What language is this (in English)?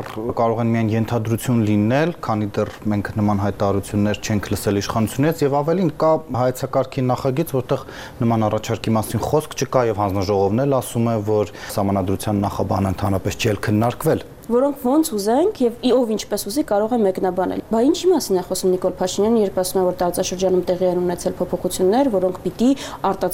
Armenian